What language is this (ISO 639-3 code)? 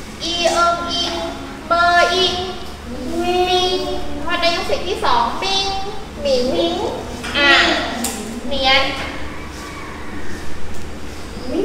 tha